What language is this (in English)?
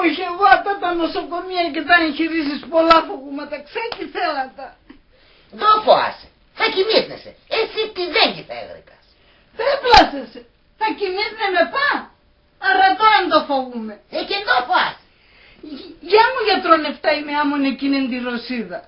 Pontic